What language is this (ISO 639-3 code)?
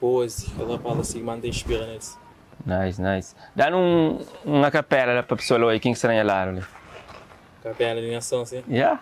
kea